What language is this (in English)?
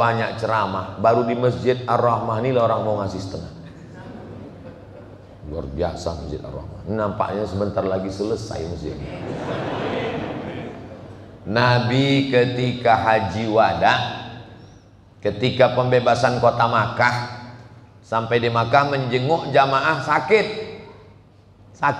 Indonesian